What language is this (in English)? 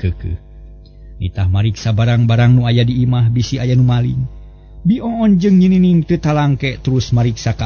Sundanese